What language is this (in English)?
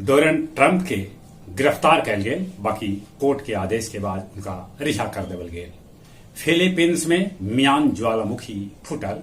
Magahi